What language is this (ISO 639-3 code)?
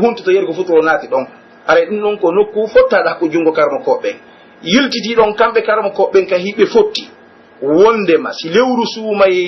fuf